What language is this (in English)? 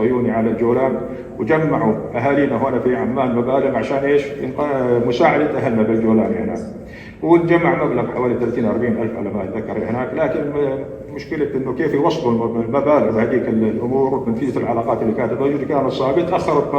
North Levantine Arabic